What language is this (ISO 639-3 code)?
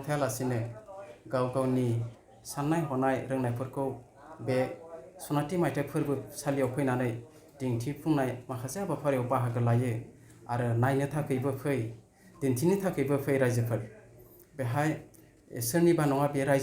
brx